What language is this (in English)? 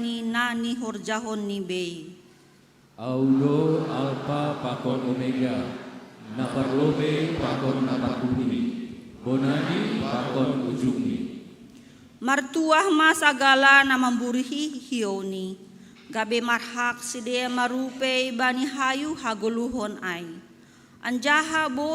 Batak Simalungun